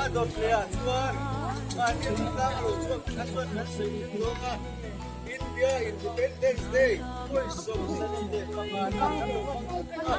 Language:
Mizo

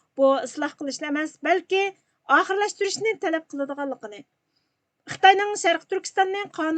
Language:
Uyghur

